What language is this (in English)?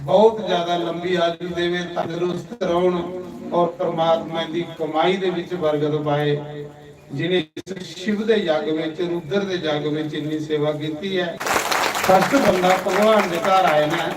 Dogri